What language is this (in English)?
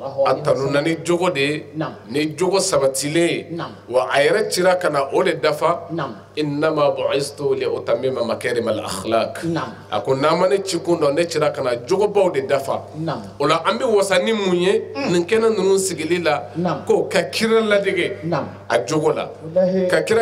Bambara